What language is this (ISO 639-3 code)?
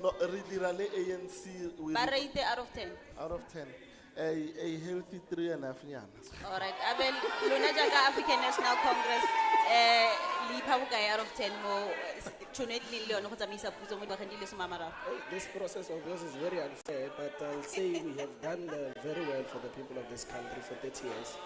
tsn